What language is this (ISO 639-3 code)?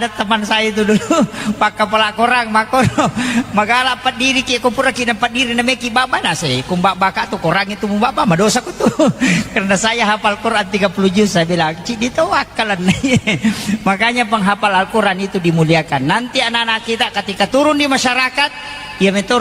bug